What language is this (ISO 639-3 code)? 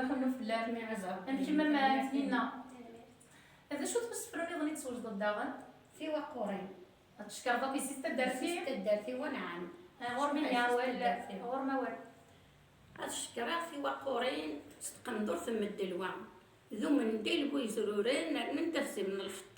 kab